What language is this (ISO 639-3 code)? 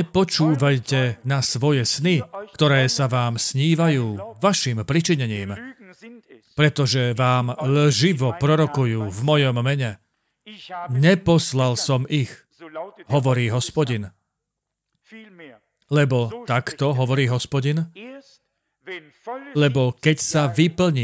slk